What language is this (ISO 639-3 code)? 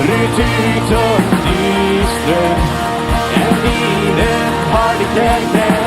pdt